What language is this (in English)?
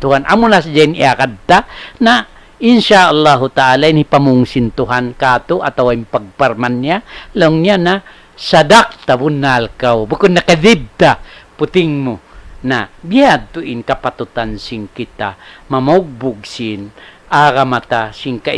Tausug